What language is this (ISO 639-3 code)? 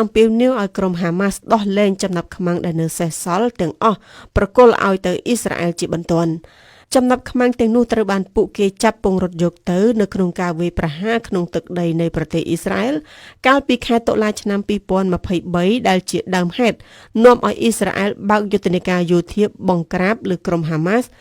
khm